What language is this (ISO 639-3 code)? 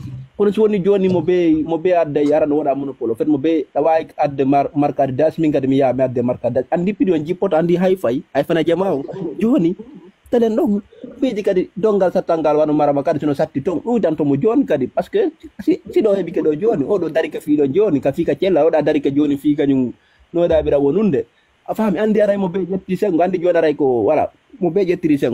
ful